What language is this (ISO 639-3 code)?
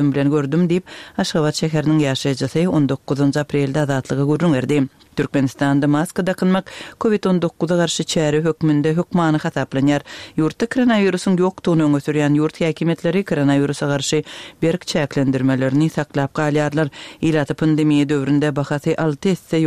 tuk